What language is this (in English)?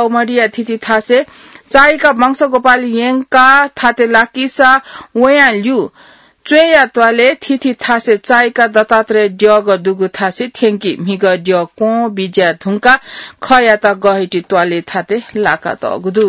Newari